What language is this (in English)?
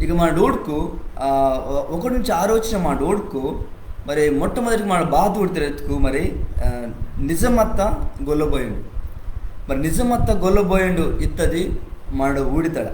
Koya